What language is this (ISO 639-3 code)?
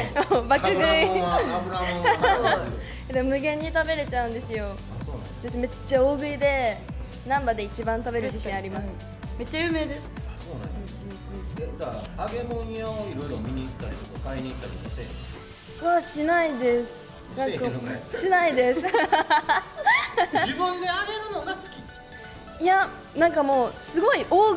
jpn